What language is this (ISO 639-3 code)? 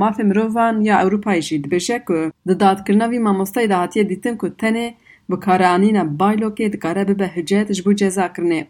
kur